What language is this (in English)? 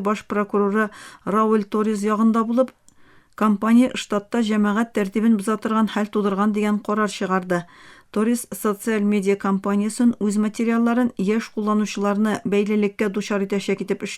Tatar